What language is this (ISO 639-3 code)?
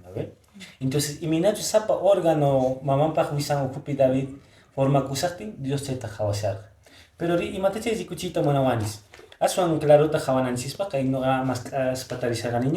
que